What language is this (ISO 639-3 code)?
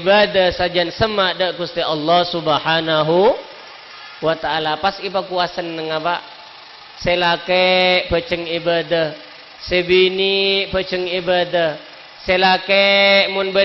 mad